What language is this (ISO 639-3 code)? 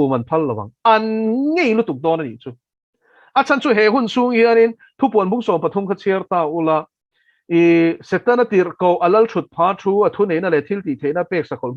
lus